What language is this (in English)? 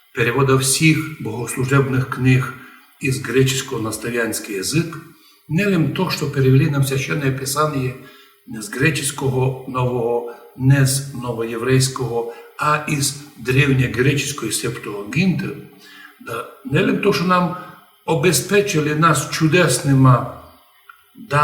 Rusyn